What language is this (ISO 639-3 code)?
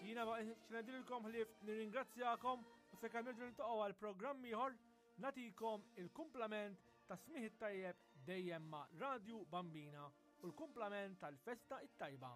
mlt